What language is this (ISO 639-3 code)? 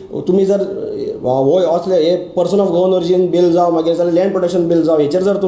kok